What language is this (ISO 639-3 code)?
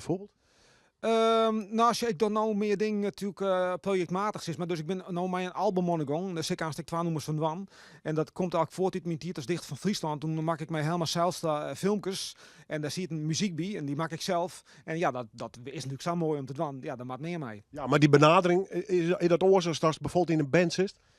fry